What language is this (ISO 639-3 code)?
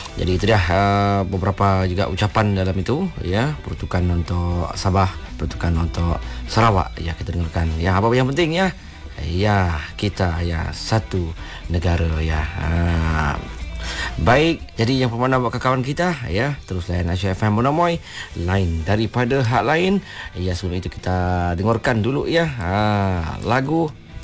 msa